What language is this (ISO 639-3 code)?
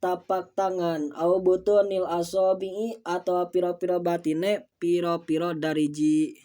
sun